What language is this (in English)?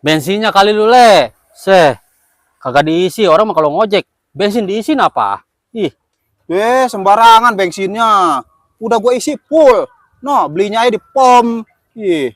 Betawi